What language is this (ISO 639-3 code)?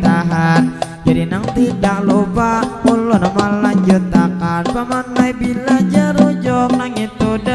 bjn